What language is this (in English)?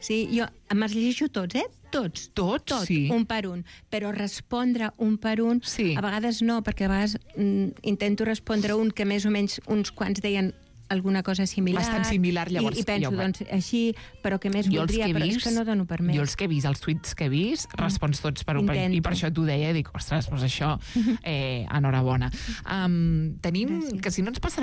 Catalan